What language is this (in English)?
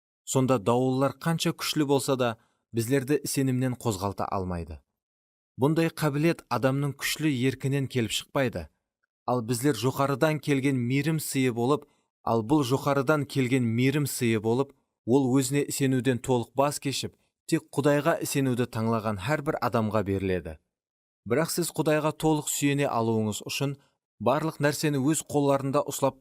Kara-Kalpak